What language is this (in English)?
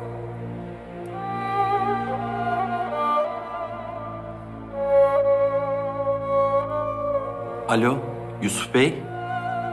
Turkish